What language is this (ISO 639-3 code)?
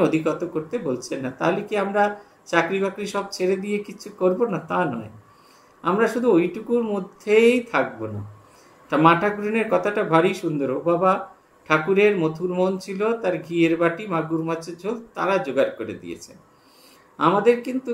ben